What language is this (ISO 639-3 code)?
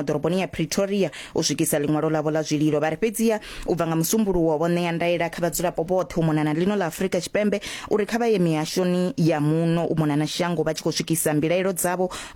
ven